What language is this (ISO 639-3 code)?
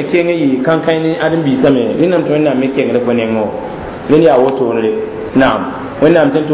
mos